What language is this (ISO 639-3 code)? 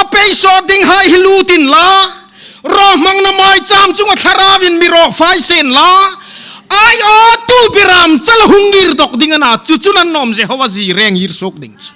hmr